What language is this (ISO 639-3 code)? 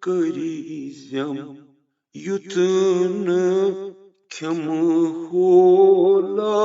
kas